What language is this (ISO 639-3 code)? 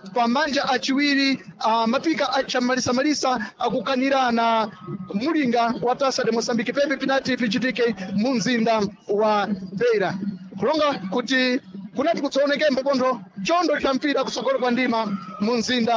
seh